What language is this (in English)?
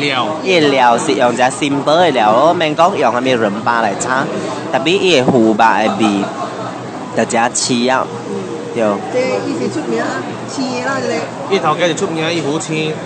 Min Nan Chinese